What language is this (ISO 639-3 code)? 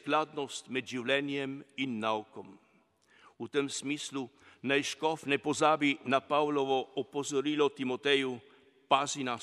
slv